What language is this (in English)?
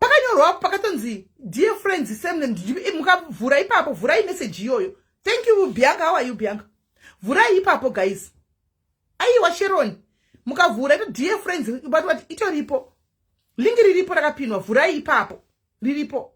Shona